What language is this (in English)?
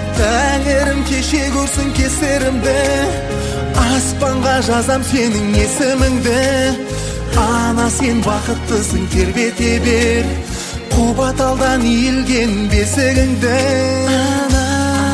Kazakh